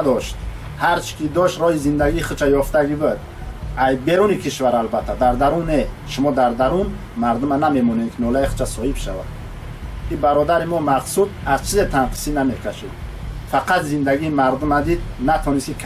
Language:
Tajik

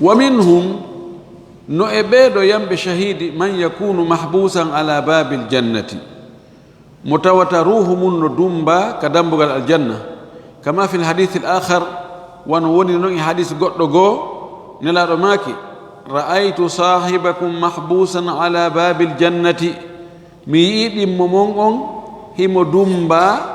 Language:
Fula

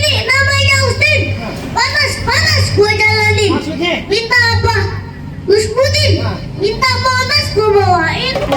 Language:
Betawi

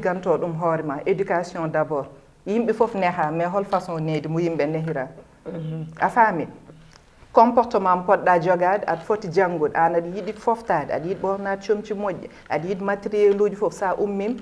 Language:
Fula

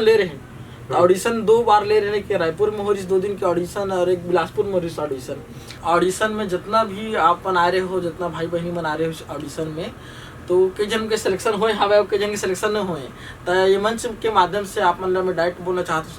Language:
Chhattisgarhi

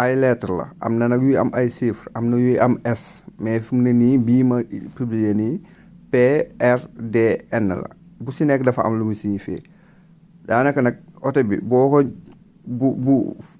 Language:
Wolof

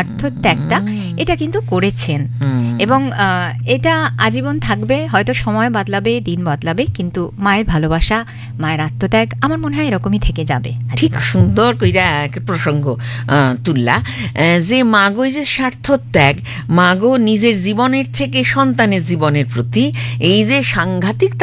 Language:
Bangla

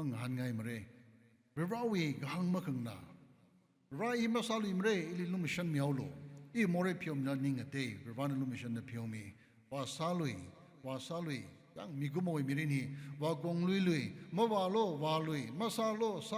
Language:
Tangkhul Naga (India)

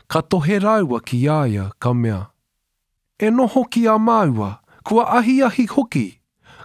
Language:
Māori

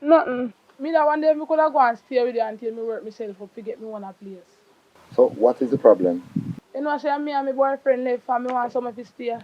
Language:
Jamaican Creole English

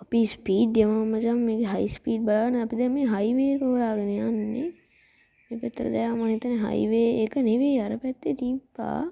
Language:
Sinhala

